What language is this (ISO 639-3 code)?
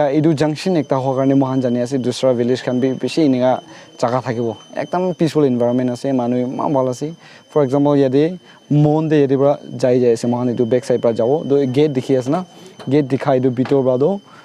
nag